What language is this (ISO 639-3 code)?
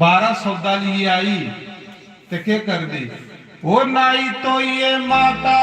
doi